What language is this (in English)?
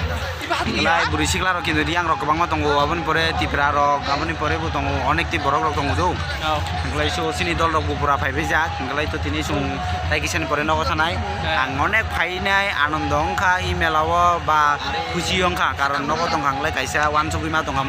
Kok Borok